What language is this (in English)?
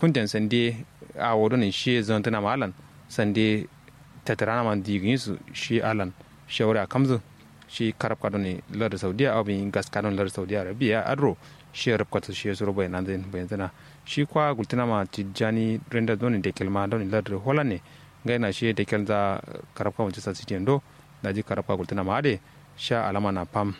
Kanuri